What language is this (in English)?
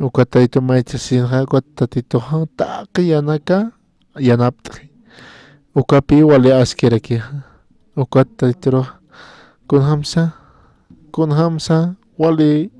Aymara